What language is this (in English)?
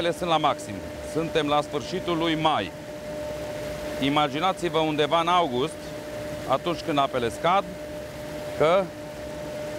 Romanian